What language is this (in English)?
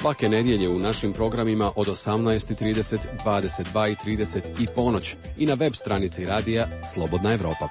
Serbian